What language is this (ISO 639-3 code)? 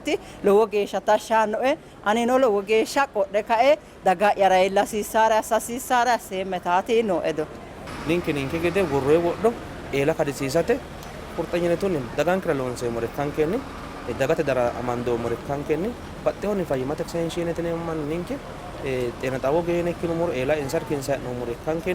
sid